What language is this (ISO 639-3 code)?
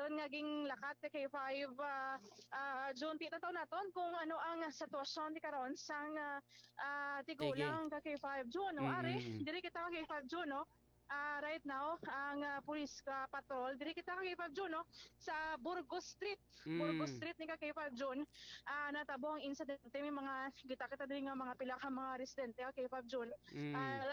hil